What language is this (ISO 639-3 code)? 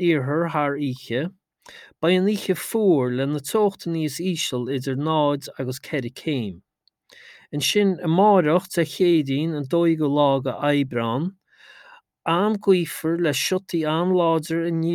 gle